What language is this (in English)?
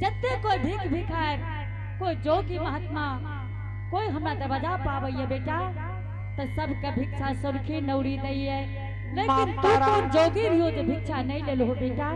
Angika